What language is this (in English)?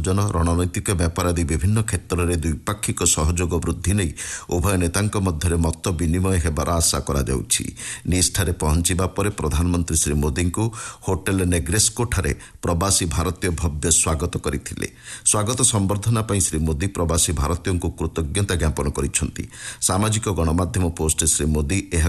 Odia